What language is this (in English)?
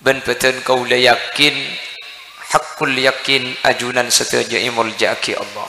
Madurese